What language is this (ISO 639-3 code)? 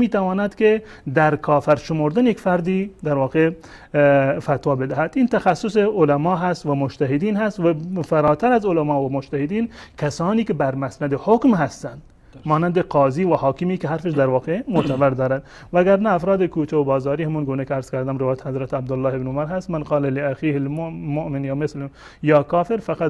fas